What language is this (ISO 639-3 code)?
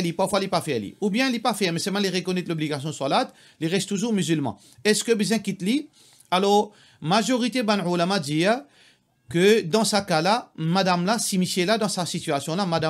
mfe